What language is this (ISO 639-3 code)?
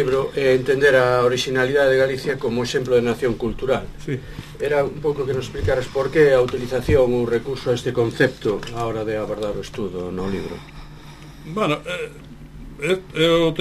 glg